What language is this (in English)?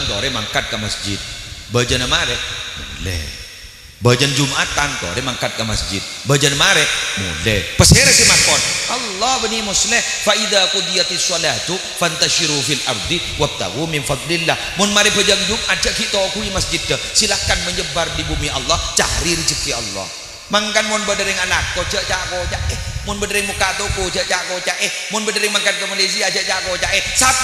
Madurese